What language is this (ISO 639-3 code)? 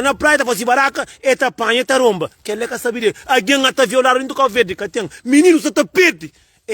kea